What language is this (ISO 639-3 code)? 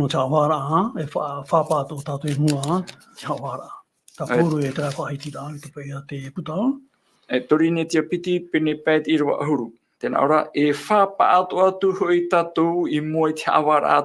tah